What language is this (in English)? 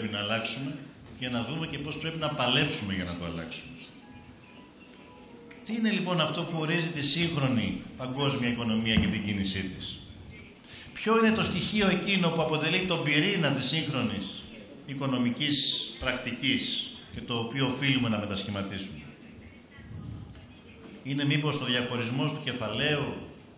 Greek